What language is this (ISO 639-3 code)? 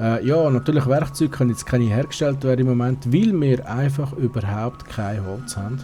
gsw